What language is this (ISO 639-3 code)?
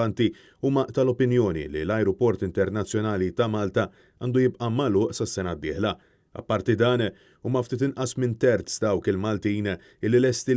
mlt